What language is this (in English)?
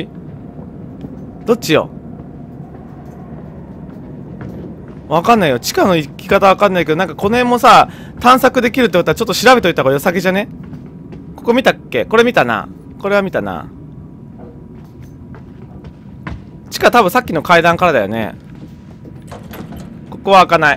Japanese